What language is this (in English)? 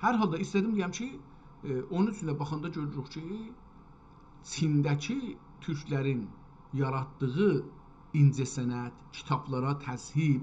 South Azerbaijani